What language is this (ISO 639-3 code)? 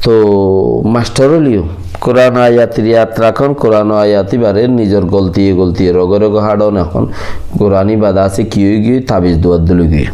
rhg